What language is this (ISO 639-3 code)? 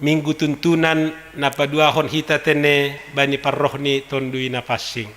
bts